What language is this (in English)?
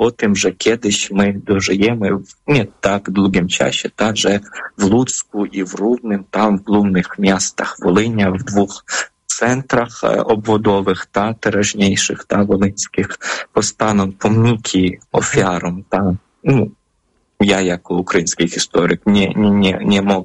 Polish